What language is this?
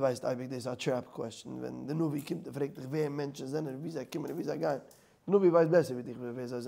Yiddish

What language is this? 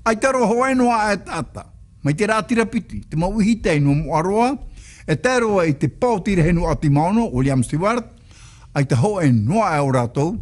Tahitian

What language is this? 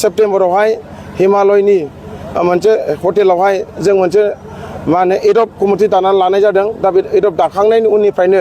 Bodo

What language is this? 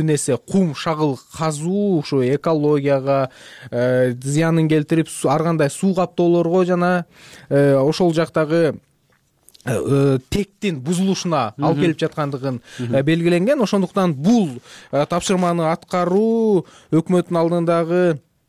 Kyrgyz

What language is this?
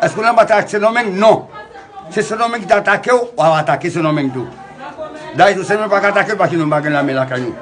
Haitian Creole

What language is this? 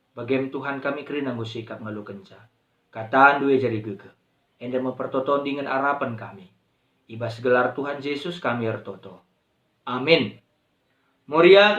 Batak Karo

